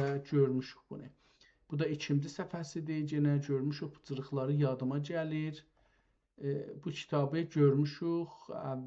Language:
South Azerbaijani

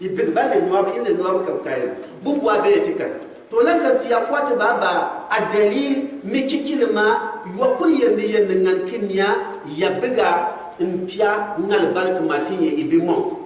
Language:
Gourmanchéma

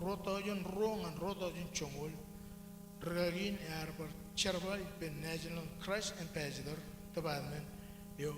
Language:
Marshallese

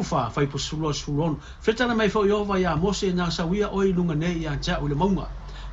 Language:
Samoan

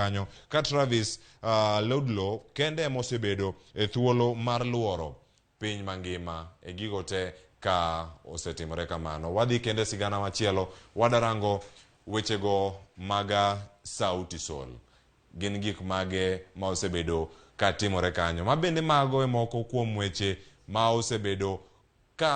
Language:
Luo (Kenya and Tanzania)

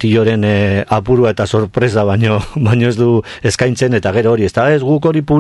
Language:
Basque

